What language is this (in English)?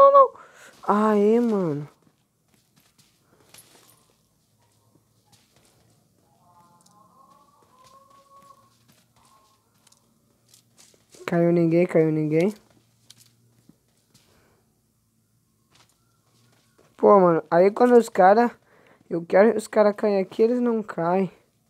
Portuguese